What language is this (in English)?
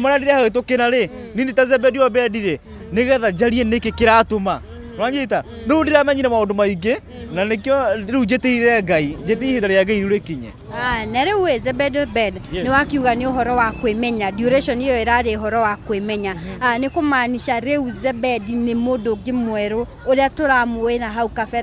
Kikuyu